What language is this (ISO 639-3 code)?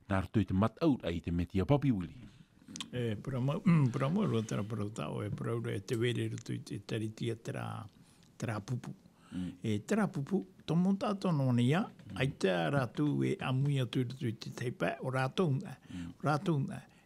tah